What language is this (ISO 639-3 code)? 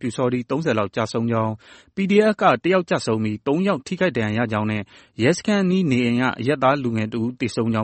mya